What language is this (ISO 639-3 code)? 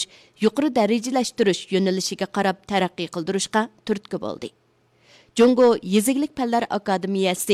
uig